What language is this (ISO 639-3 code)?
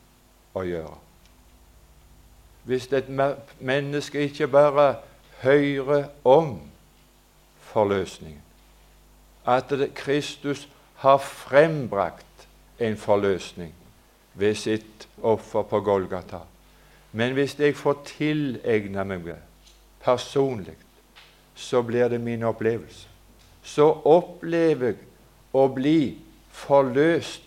nor